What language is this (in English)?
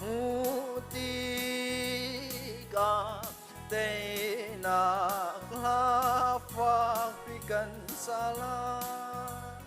Hakha Chin